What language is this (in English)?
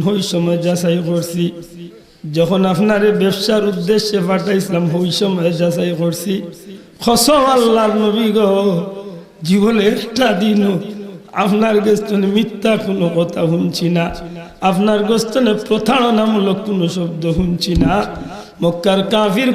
Sylheti